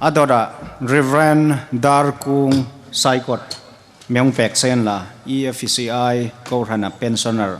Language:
Hmar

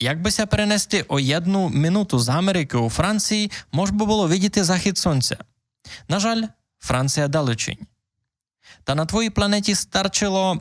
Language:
Rusyn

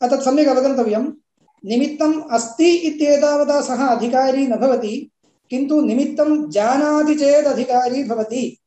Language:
Sanskrit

